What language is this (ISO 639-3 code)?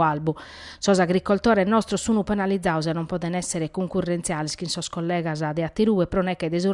srd